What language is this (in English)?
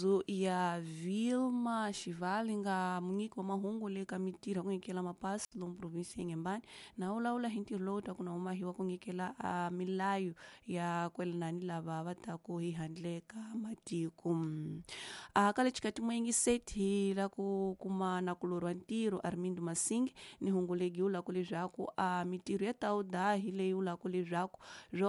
Tsonga